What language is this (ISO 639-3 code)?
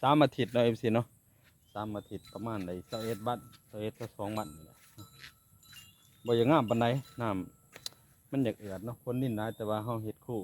lao